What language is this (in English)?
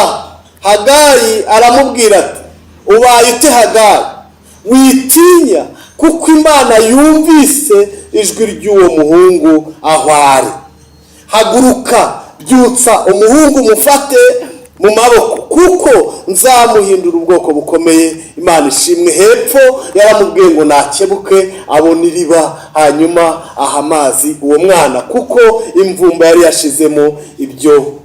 Kinyarwanda